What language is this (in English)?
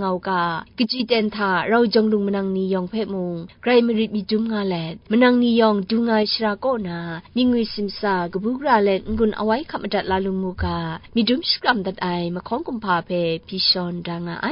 Kachin